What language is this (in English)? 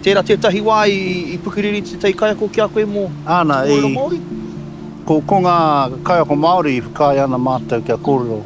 Māori